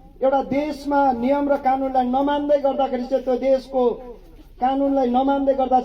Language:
Nepali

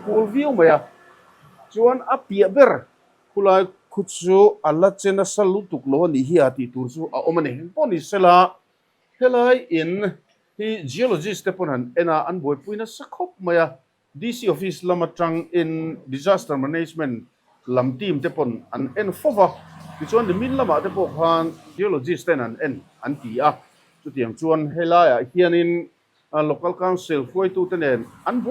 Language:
Mizo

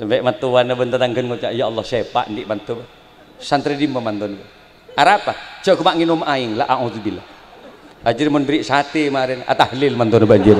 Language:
Madurese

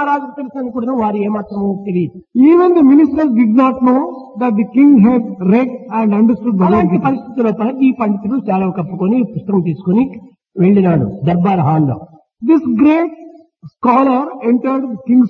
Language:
Telugu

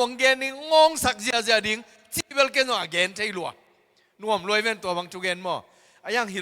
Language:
Tedim Chin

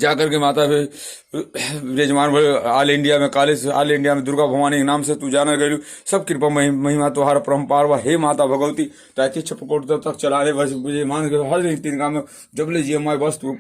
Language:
Bhojpuri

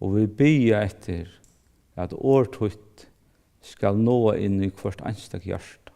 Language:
Faroese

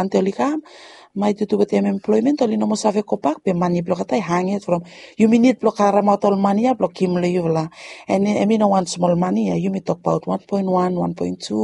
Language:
Bislama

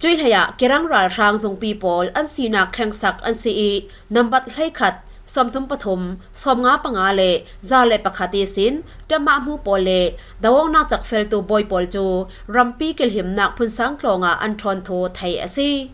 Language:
Falam Chin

